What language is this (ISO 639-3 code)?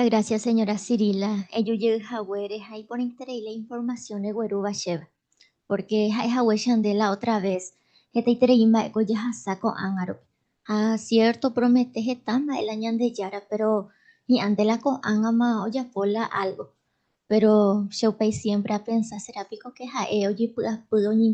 grn